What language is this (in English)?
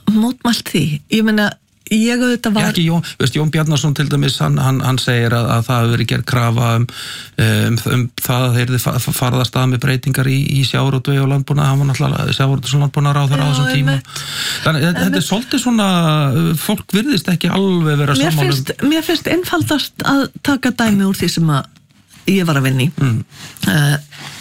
Icelandic